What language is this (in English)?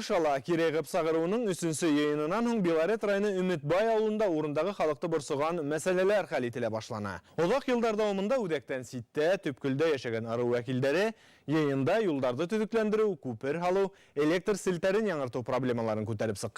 Bashkir